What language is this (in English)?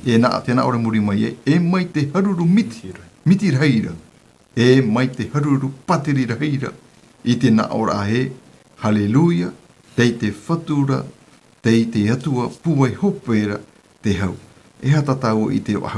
Tahitian